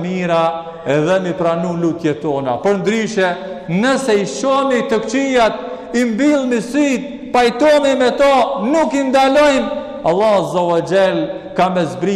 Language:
Albanian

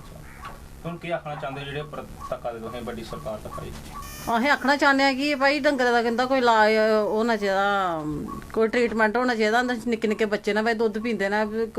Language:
Dogri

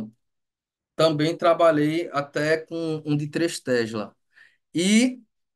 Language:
Portuguese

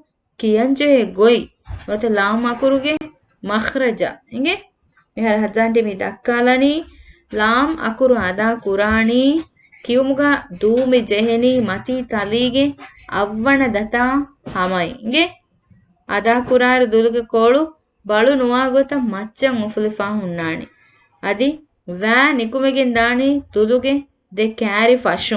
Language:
Divehi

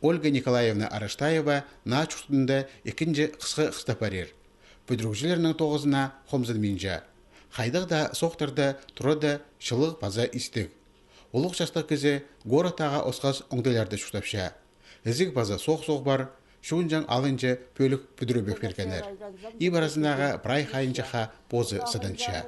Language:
Khakas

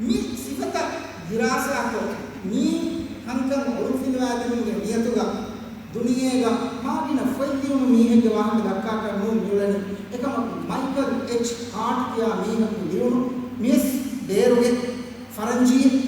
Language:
Divehi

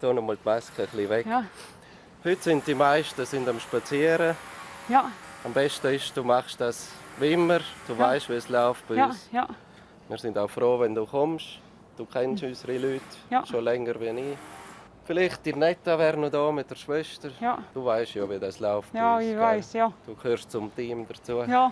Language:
Romansh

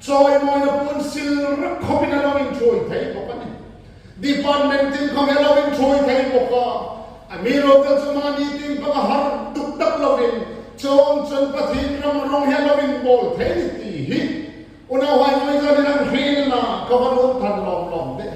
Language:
Hmar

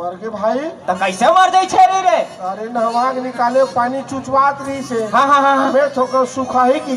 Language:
Chhattisgarhi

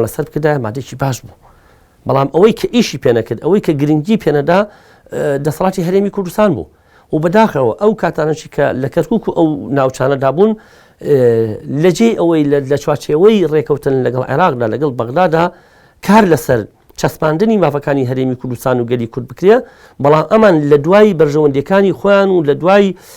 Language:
Central Kurdish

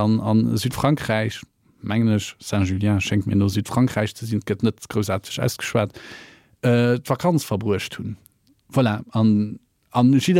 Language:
Luxembourgish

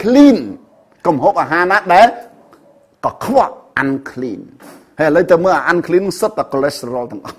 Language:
Khmer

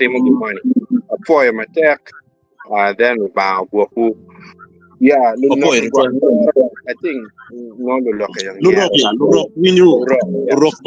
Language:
Acoli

